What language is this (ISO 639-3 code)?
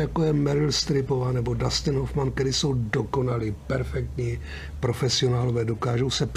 ces